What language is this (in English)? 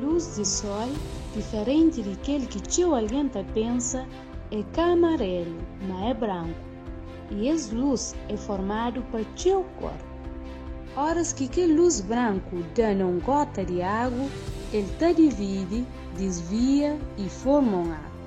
Kabuverdianu